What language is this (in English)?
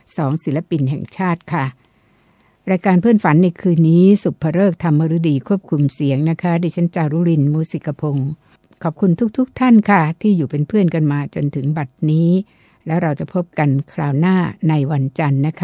Thai